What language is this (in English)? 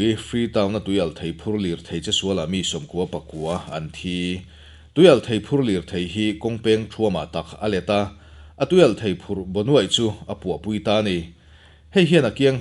Mizo